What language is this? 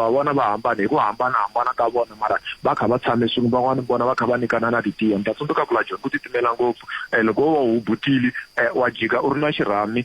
Tsonga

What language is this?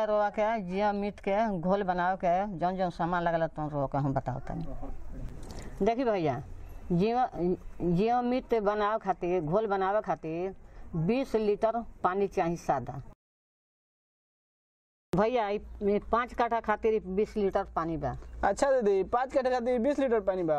Bhojpuri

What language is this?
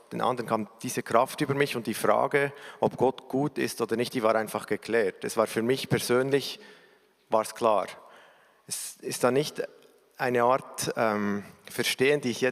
Swiss German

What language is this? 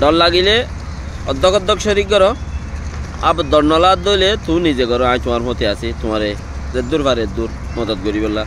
Rohingya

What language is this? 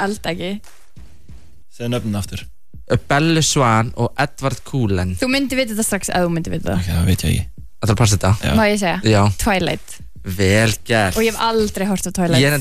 Icelandic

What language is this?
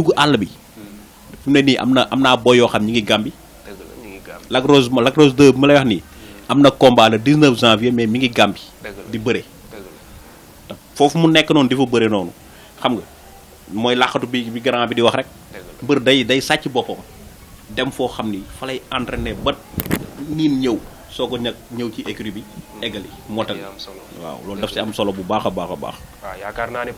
Wolof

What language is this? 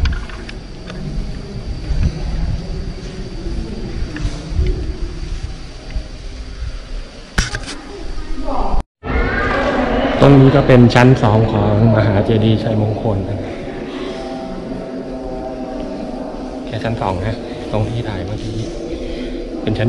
Thai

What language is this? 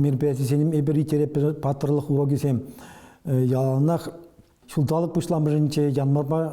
Chuvash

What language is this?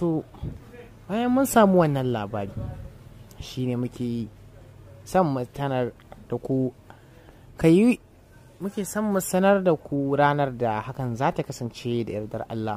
Hausa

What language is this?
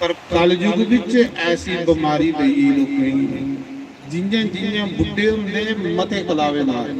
Dogri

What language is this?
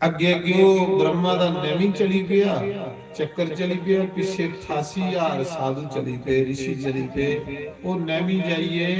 Dogri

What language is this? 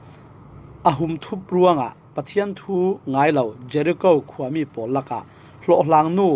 Falam Chin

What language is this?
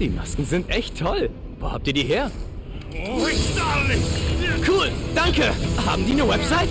Bavarian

